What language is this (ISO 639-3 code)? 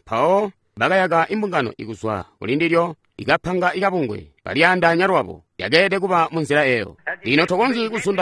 toi